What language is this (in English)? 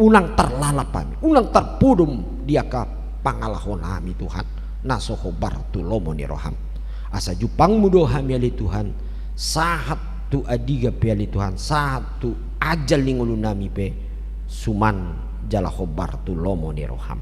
Batak Toba